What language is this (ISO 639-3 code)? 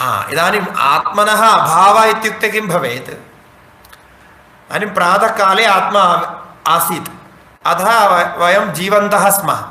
san